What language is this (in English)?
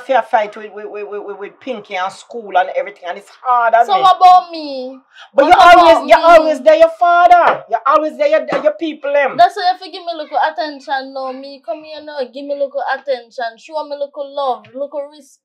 Jamaican Creole English